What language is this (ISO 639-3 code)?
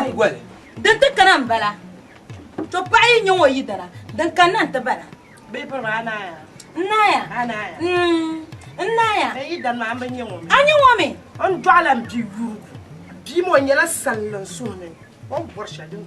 dag